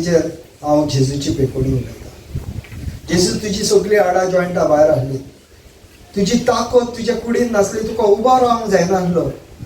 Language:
Konkani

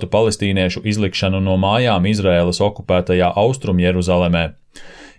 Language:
Latvian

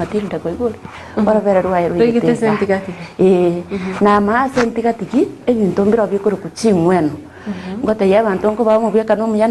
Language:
Gusii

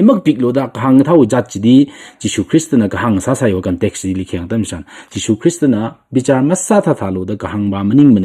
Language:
Tangkhul Naga (India)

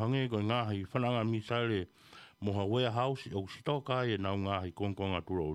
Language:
Tongan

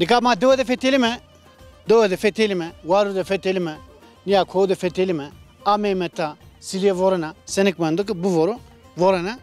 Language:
Zaza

